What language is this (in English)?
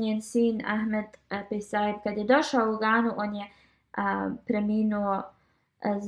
Bosnian